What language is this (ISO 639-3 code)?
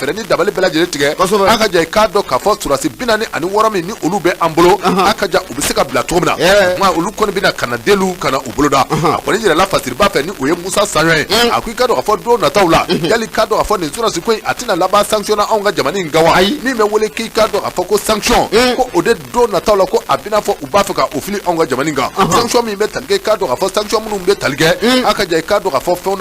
bam